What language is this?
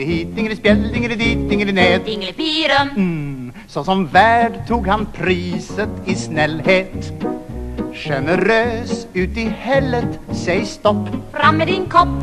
Swedish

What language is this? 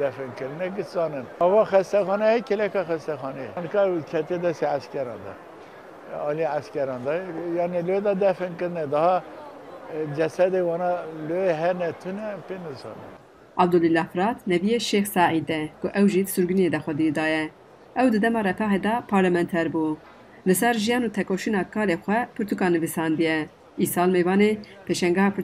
Kurdish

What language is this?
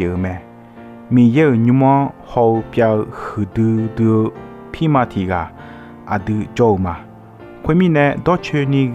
Akha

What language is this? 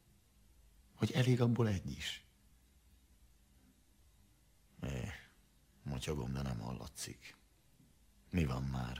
Hungarian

